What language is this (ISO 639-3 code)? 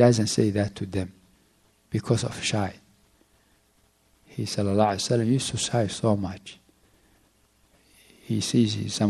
eng